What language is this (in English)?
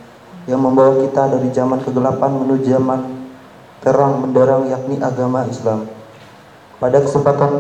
Indonesian